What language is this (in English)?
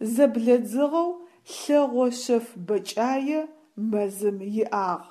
Adyghe